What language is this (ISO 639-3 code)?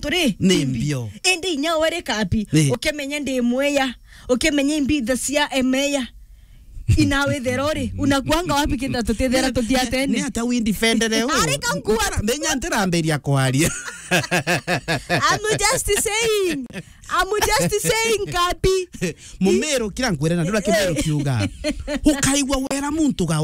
mer